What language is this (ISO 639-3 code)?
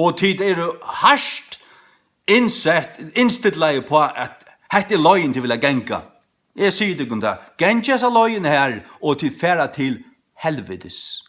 fao